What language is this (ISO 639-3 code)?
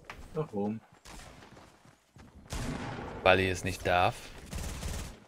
deu